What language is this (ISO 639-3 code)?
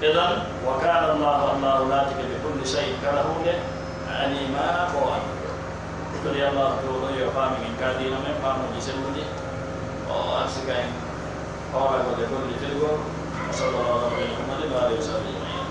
ful